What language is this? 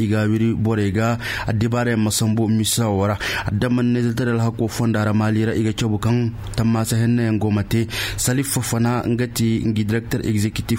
Koyraboro Senni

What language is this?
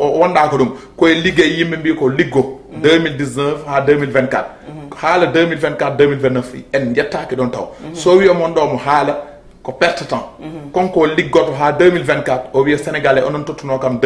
Fula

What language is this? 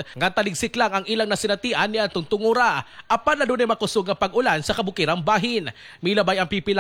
Cebuano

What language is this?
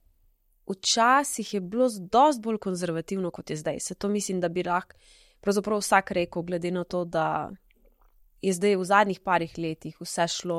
Slovenian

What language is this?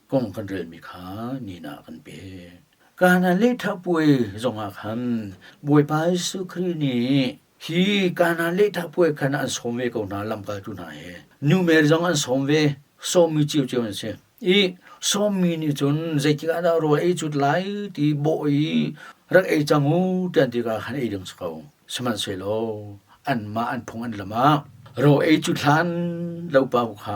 Hakha Chin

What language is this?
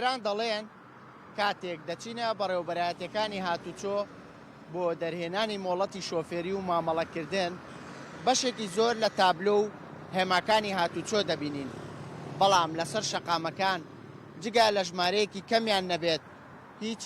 Central Kurdish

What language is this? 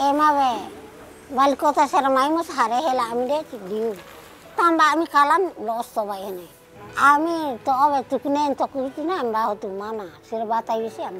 Tetum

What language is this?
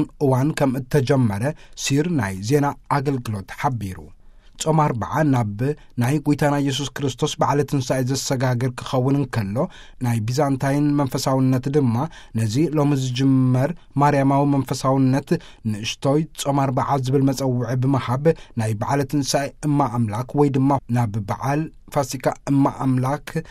Tigrinya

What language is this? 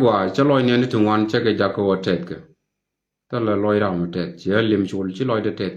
Nuer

